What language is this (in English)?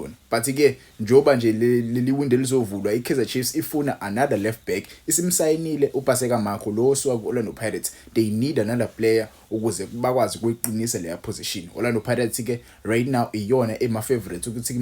Zulu